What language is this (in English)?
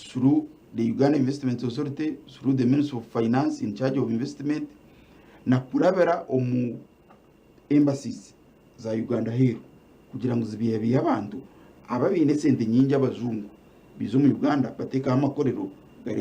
Nyankole